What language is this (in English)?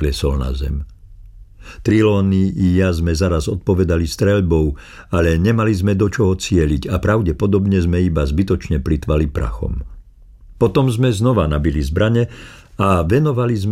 Slovak